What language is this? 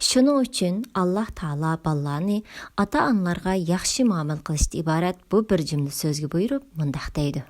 Uyghur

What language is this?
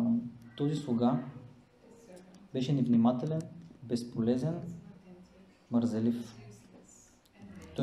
Bulgarian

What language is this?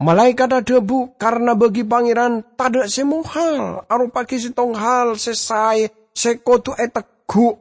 Madurese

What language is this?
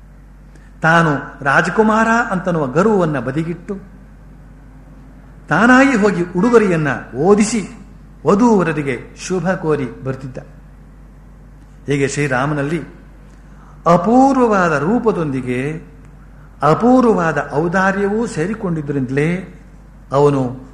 Kannada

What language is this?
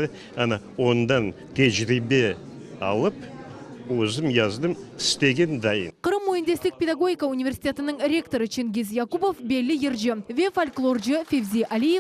Crimean Tatar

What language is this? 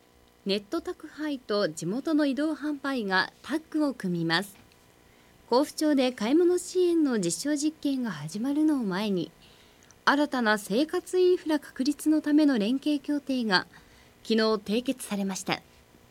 Japanese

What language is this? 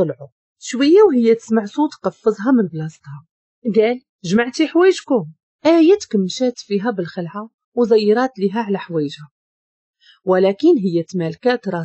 Moroccan Arabic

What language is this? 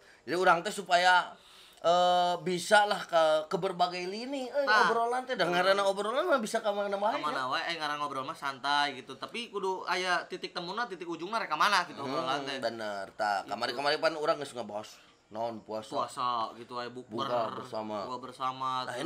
Sundanese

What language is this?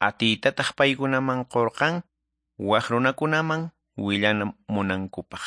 Quechua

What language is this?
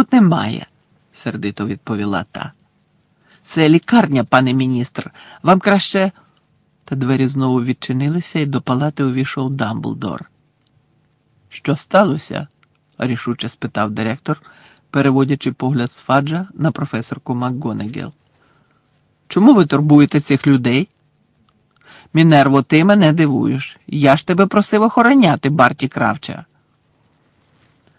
Ukrainian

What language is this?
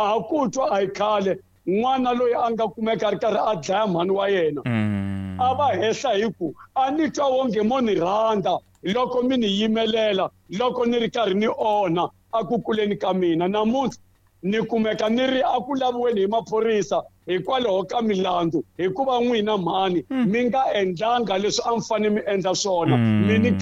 Tsonga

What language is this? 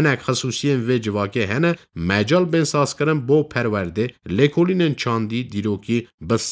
Kurdish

